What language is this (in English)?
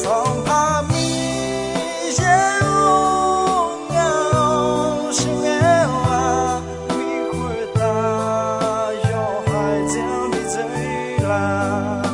Akha